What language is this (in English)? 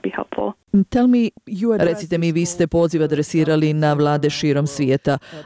Bosnian